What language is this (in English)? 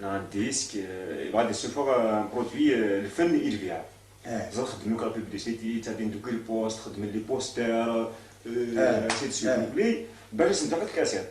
Kabyle